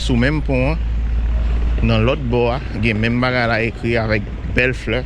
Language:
Haitian Creole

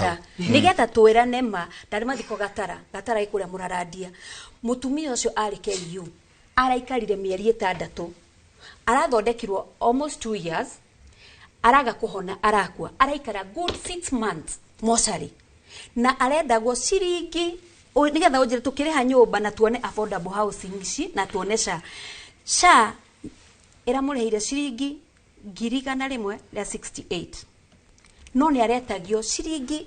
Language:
Kikuyu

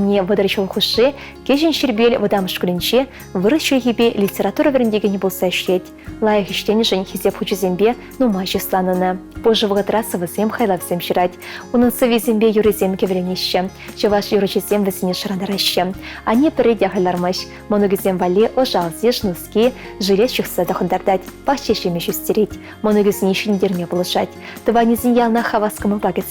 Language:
Chuvash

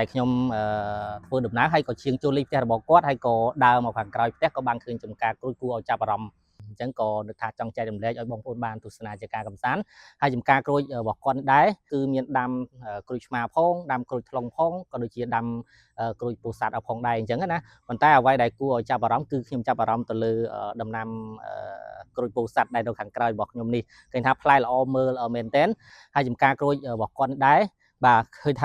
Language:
Khmer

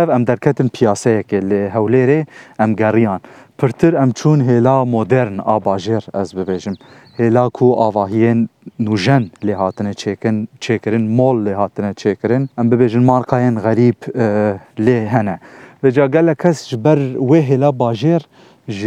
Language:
Kurdish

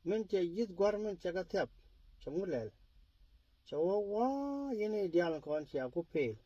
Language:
Nuer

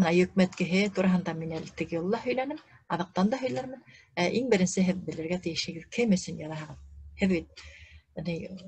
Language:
Bashkir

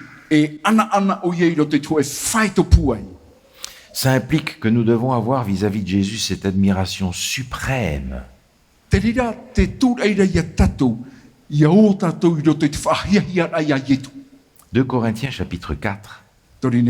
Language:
Tahitian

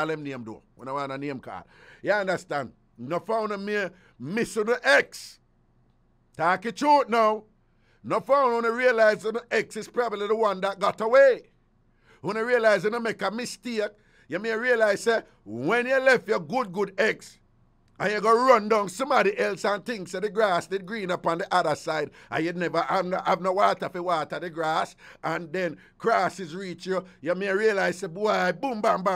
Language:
Jamaican Creole English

